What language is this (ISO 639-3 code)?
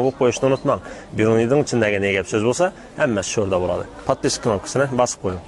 uzb